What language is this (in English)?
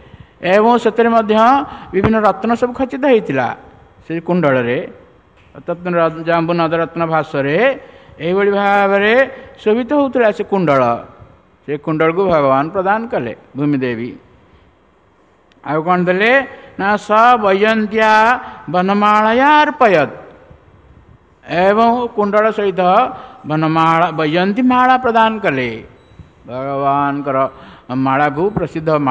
Odia